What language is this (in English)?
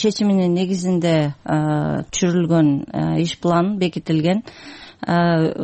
Kyrgyz